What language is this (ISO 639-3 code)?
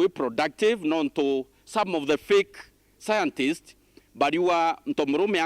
mer